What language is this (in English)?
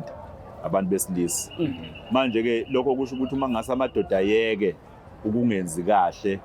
Zulu